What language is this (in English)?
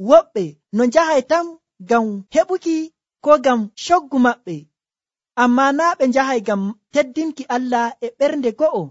Nigerian Fulfulde